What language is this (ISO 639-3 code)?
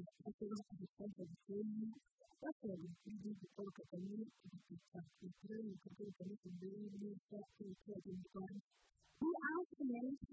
kin